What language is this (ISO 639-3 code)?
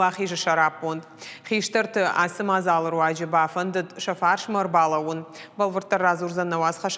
oss